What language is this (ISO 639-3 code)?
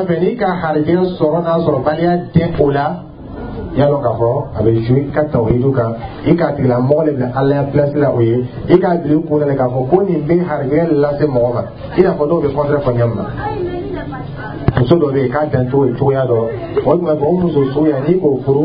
dyu